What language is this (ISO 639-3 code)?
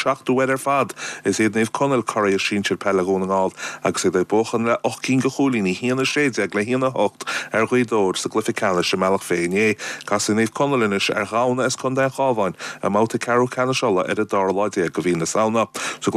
gle